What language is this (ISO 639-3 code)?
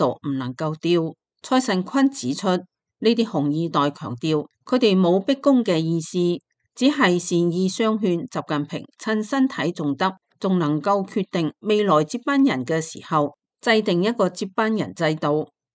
yue